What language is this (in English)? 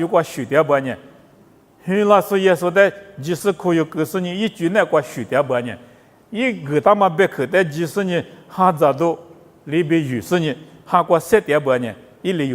Lisu